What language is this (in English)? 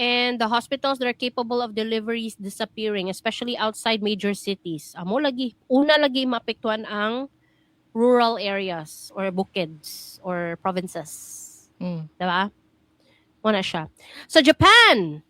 Cebuano